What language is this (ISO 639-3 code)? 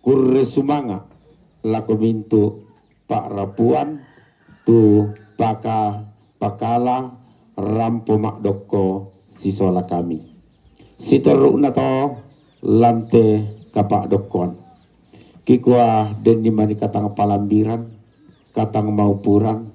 sda